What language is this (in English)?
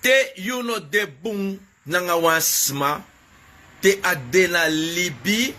Sranan Tongo